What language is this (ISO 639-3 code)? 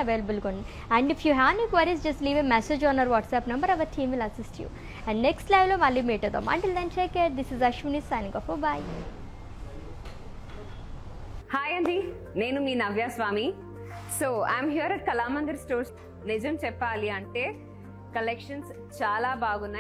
tel